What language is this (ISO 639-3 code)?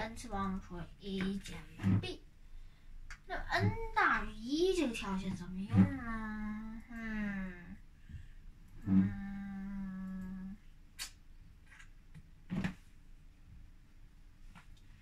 zho